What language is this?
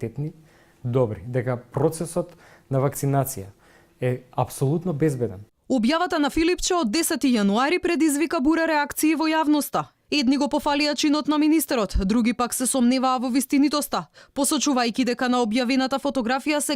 Macedonian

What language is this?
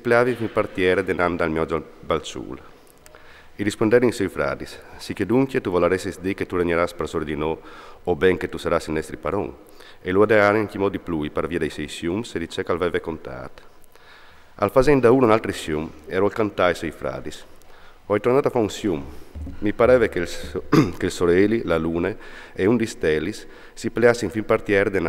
Friulian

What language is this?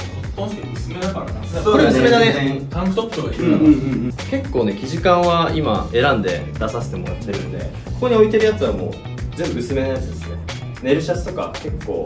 Japanese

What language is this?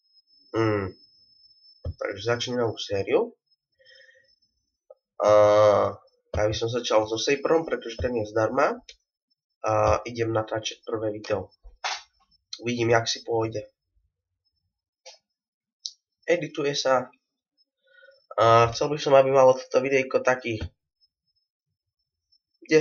Slovak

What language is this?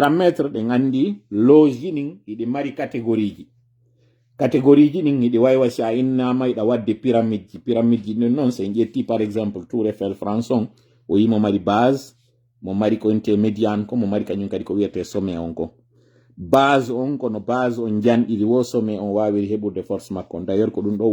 Pular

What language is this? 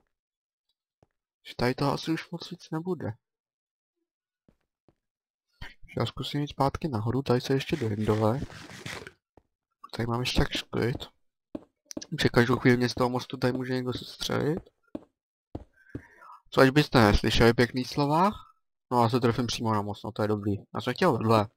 Czech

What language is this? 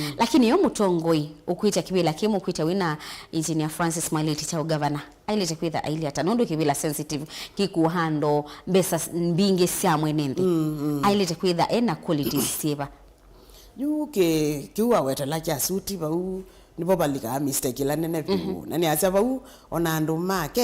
Kamba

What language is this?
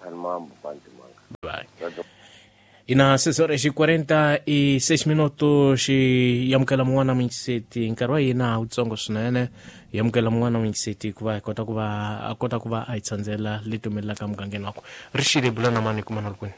Tsonga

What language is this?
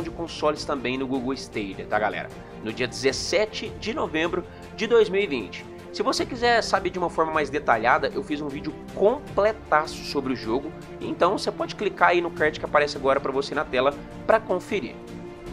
Portuguese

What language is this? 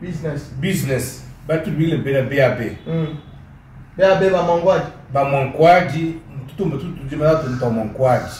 Luba-Lulua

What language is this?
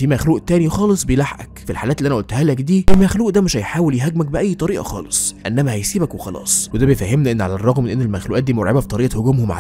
Egyptian Arabic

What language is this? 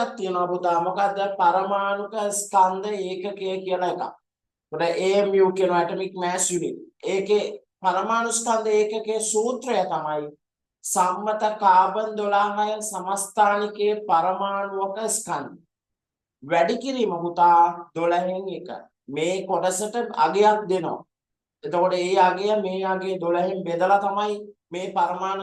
Sinhala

